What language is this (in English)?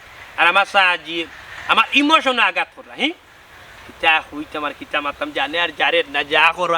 Sylheti